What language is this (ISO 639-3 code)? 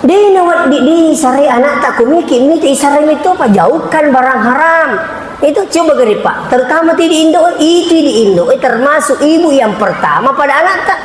bug